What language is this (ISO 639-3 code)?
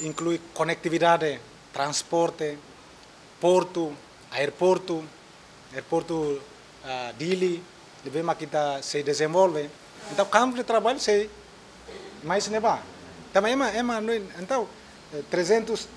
tet